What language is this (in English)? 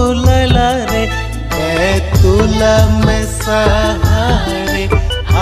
Sadri